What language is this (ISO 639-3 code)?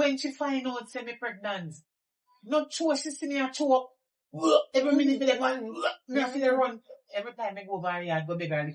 jam